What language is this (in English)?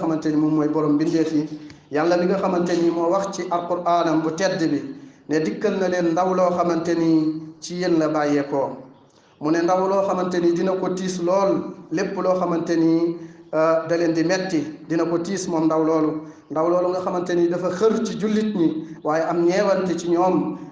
Wolof